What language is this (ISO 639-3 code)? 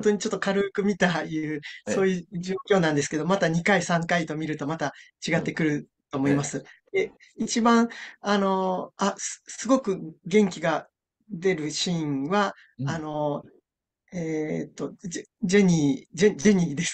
jpn